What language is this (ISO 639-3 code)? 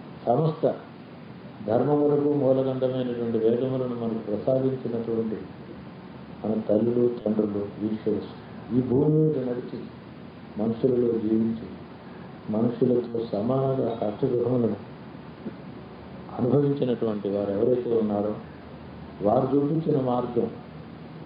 tel